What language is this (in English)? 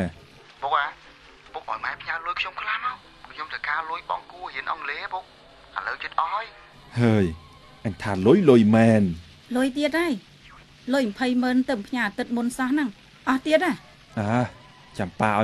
Khmer